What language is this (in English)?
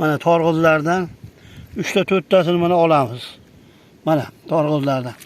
Uzbek